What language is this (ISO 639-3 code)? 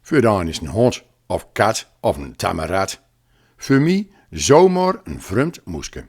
gos